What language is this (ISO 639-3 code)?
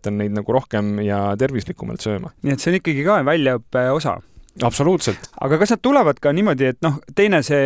est